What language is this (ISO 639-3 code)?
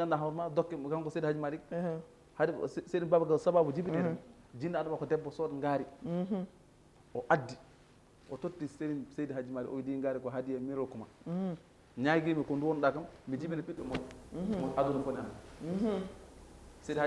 ful